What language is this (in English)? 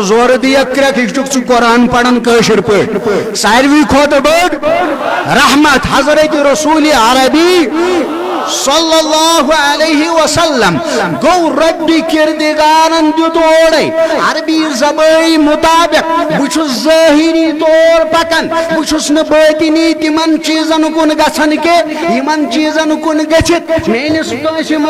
Kashmiri